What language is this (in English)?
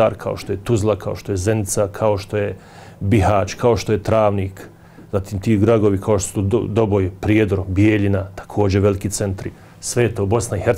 Bosnian